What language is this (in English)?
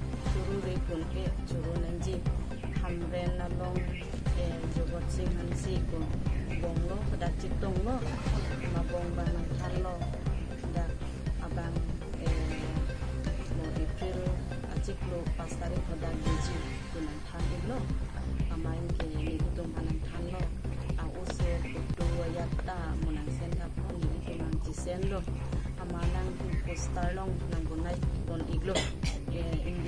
Karbi